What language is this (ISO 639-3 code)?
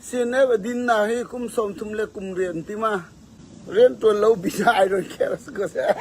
cfm